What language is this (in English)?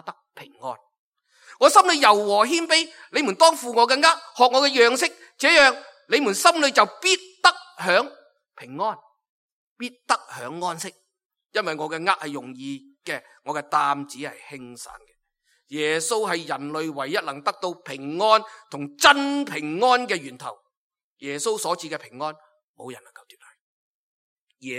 Cantonese